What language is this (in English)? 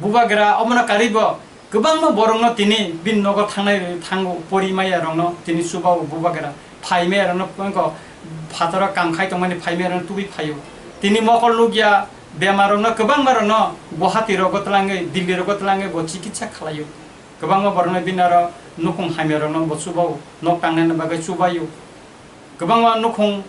Kok Borok